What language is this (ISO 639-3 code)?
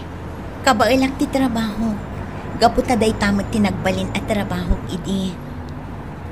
ilo